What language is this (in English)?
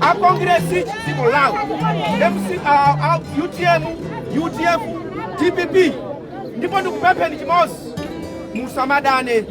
Nyanja